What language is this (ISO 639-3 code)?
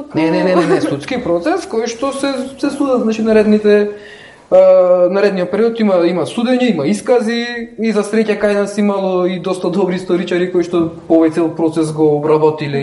mkd